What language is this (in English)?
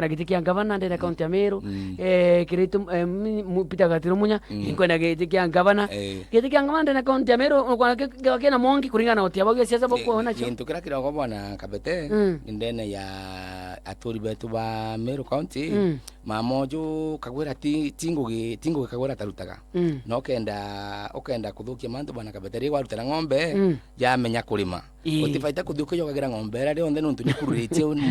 Meru